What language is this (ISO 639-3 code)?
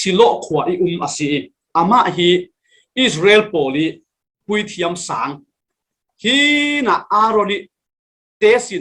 cfm